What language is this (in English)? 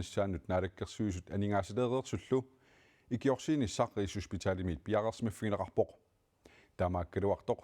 Kalaallisut